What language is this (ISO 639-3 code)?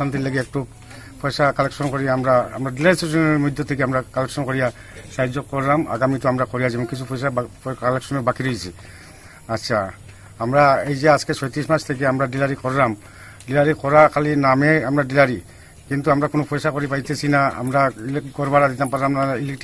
ben